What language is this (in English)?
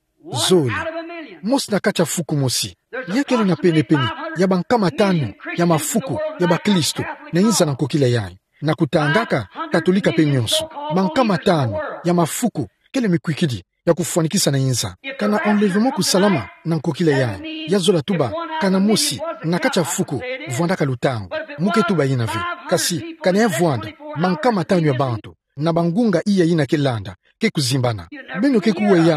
Kituba (Democratic Republic of Congo)